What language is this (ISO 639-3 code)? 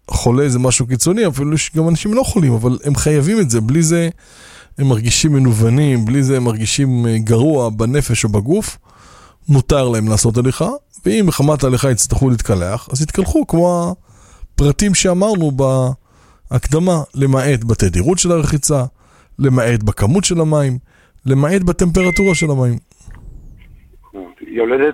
heb